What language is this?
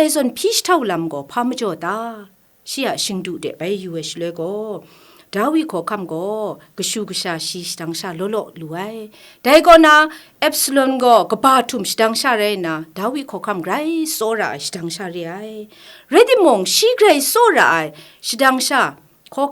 Kachin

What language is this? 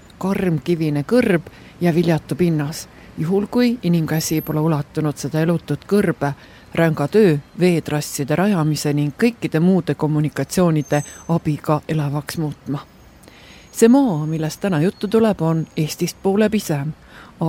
Estonian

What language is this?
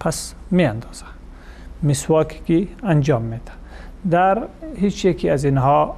Persian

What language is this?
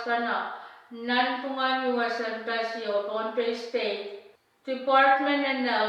Pohnpeian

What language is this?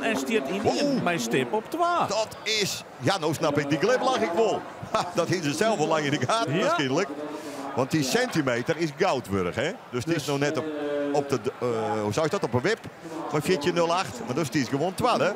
Western Frisian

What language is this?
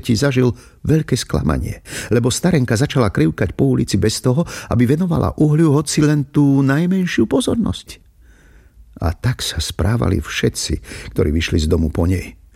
Slovak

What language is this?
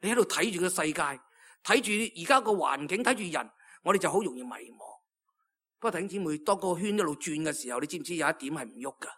Cantonese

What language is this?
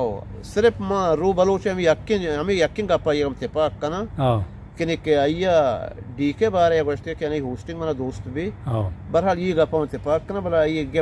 Eastern Balochi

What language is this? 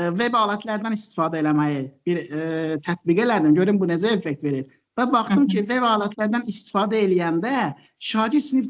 Azerbaijani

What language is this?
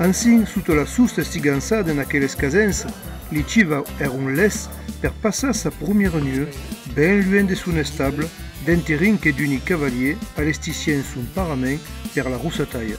Occitan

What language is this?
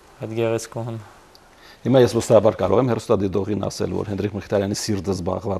Armenian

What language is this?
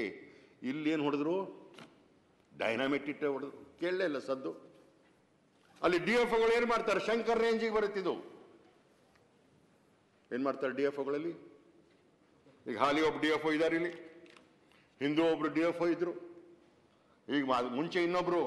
Kannada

